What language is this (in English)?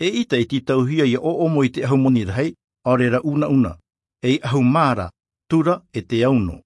Tahitian